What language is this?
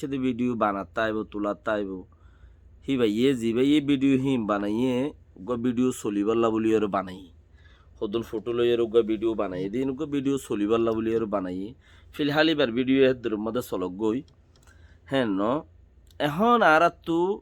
Rohingya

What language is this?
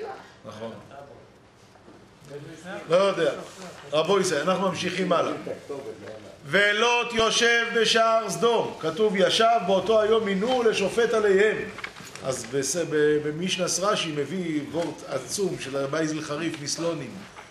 Hebrew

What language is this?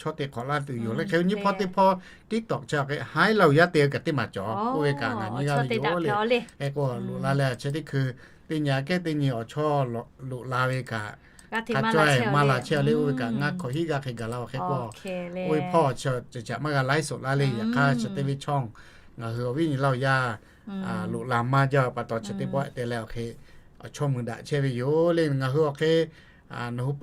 Lahu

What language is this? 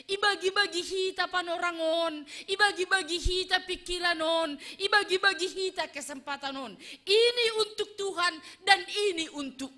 Batak Simalungun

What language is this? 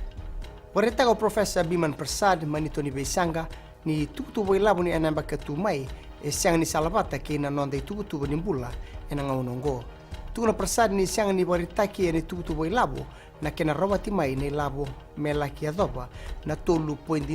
Fijian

